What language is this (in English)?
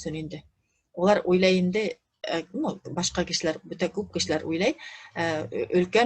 Bashkir